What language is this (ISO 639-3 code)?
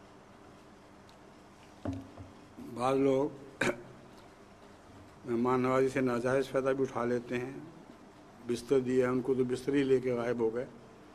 urd